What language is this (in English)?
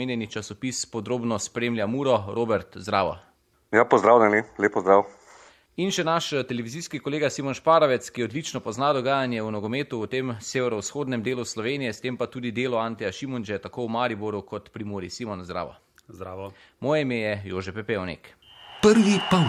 Slovenian